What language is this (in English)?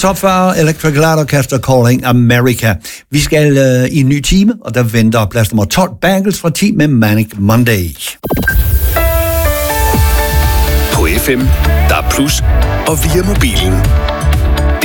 Danish